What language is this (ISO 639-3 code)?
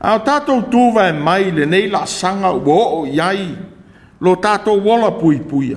smo